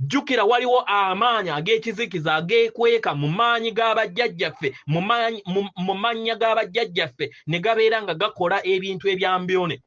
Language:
Ganda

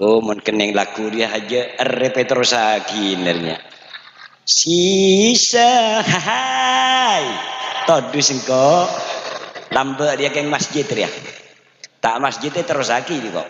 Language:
Madurese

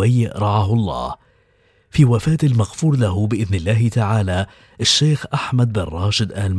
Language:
Arabic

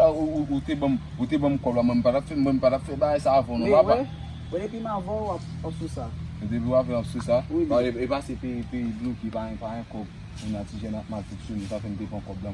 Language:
Haitian Creole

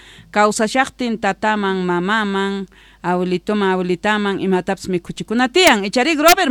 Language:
Quechua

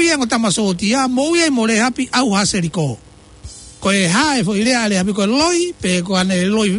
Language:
Tongan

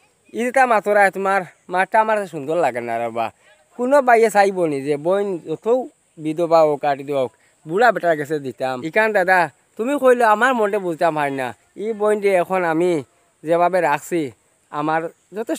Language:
Sylheti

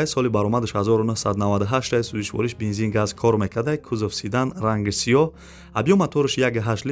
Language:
Tajik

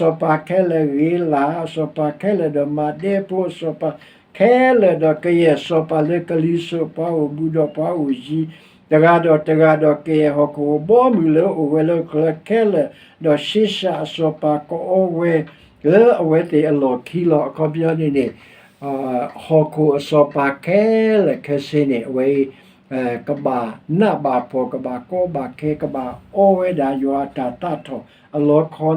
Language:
S'gaw Karen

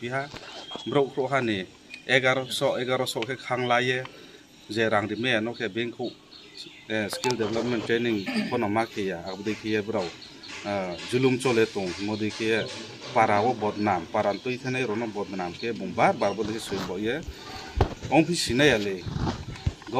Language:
Riang (India)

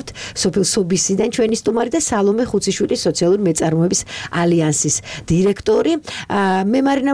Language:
Georgian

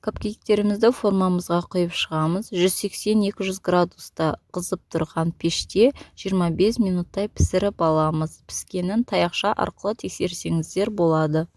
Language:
Kazakh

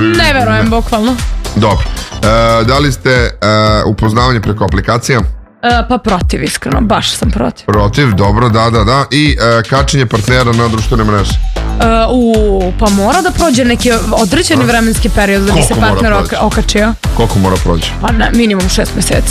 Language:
Serbian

